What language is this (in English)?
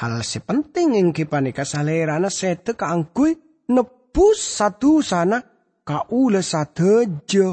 Madurese